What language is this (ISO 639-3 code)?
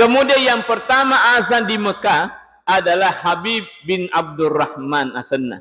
bug